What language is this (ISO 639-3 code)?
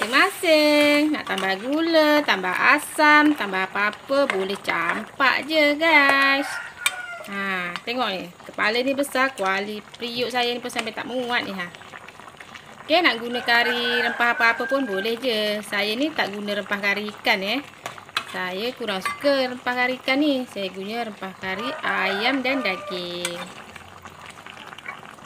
msa